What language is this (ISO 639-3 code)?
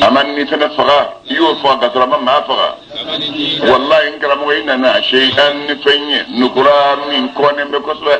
bam